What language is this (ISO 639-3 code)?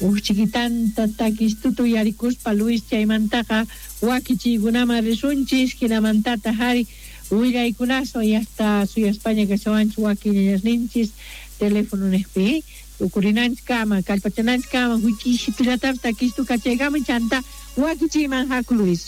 quh